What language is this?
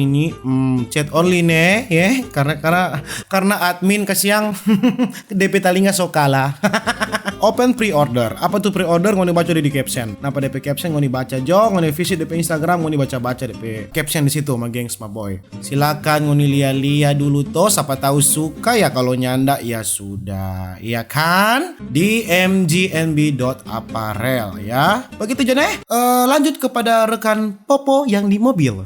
Manado Malay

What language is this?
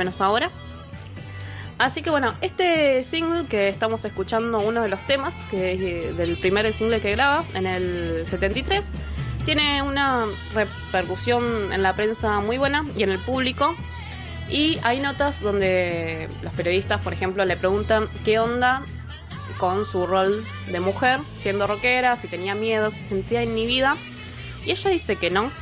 Spanish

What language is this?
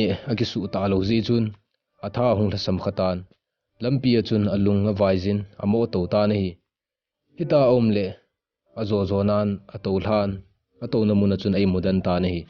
Thado Chin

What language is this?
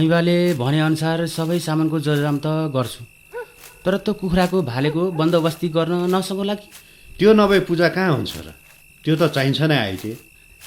Nepali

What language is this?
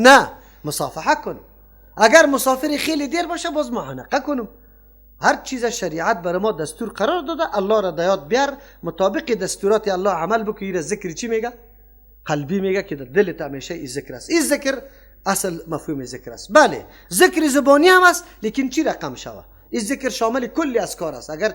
Persian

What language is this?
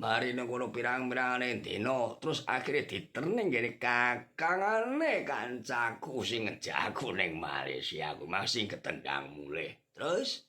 Javanese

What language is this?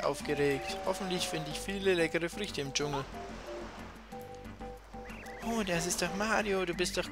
German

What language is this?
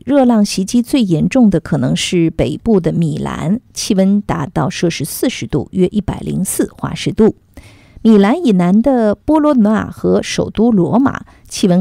Chinese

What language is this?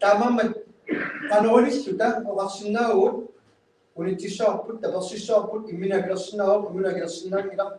Kalaallisut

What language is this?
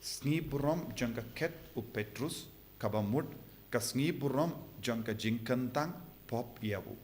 Khasi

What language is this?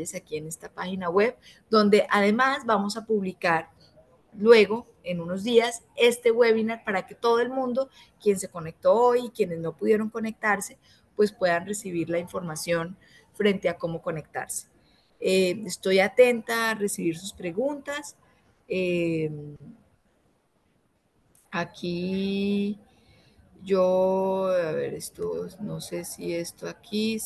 Spanish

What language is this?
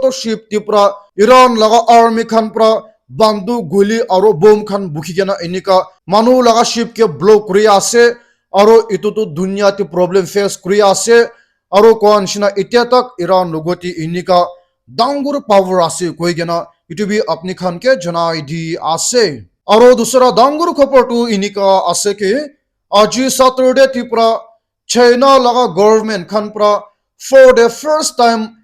Naga Pidgin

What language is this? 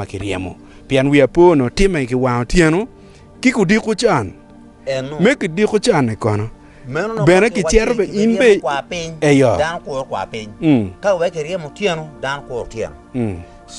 Acoli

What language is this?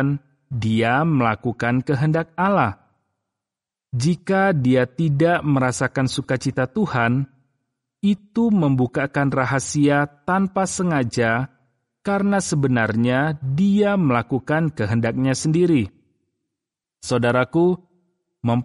Indonesian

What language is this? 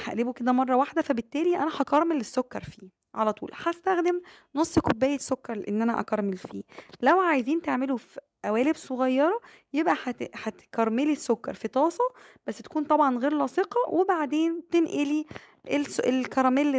Egyptian Arabic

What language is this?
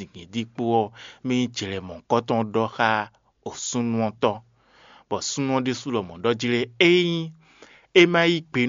Fon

